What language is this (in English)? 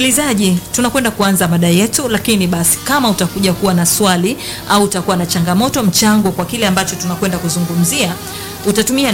Swahili